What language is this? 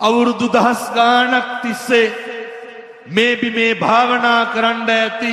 Sinhala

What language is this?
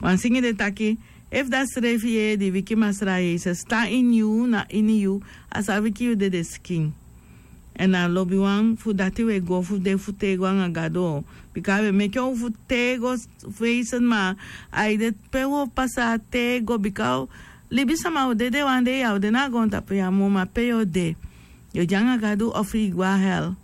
Sranan Tongo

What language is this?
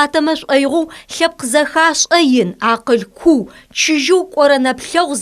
Adyghe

